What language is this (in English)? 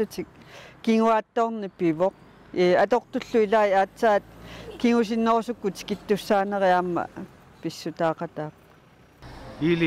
Kalaallisut